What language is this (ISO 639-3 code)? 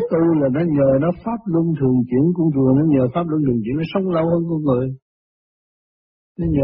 vie